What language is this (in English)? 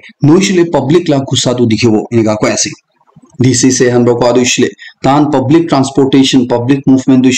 Naga Pidgin